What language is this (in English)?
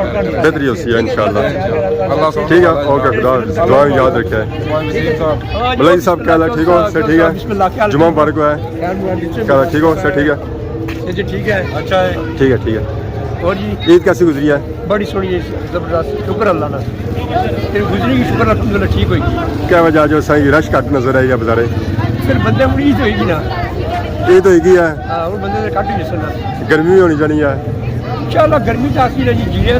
Pahari-Potwari